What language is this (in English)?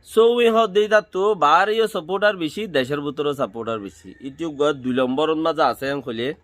Rohingya